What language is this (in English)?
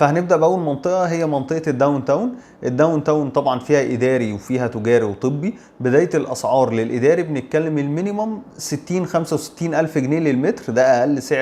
Egyptian Arabic